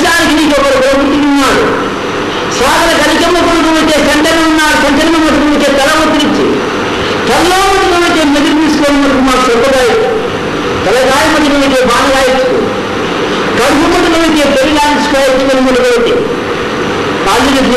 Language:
Telugu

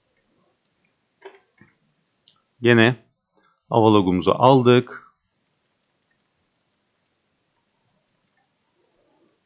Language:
Turkish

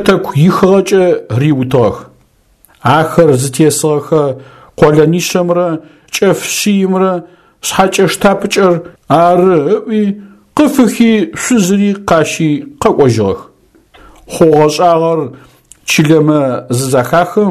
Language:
Adyghe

